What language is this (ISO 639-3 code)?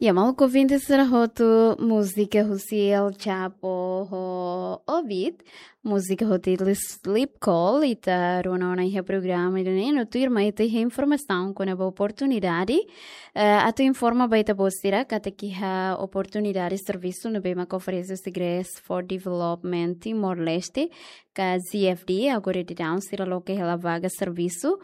tet